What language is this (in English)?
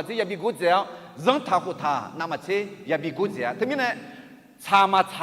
Akha